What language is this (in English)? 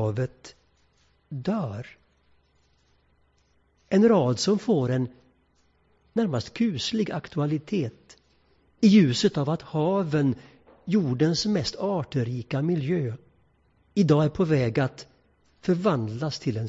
Swedish